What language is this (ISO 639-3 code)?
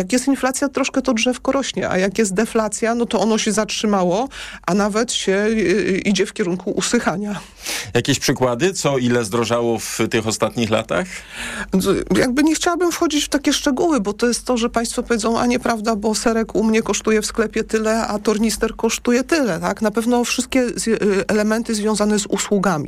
pol